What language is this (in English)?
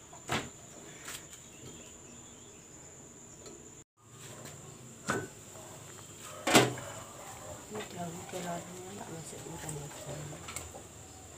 Indonesian